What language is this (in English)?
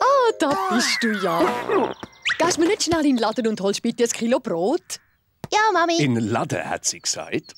Swiss German